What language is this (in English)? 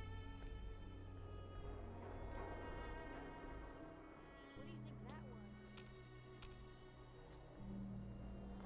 Italian